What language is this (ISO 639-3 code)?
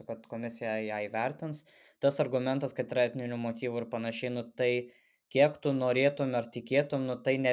lit